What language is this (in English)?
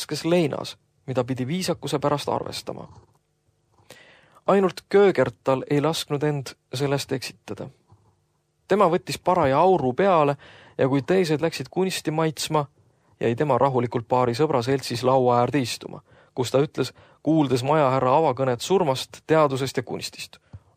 Estonian